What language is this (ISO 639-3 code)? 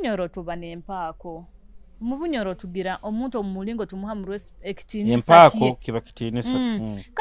nyo